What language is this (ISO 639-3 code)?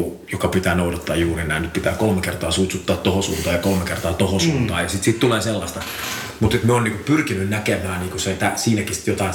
fin